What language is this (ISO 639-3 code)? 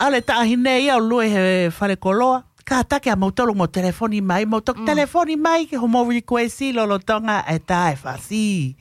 ton